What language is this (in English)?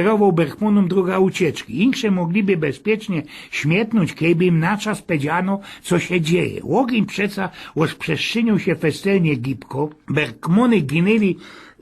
Silesian